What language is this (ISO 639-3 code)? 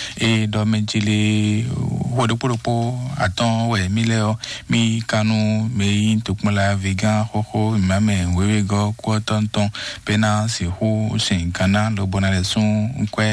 fon